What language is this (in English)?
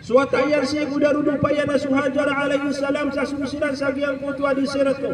Maranao